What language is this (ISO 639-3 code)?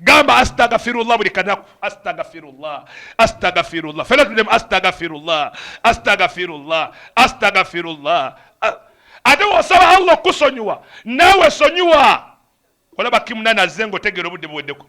lug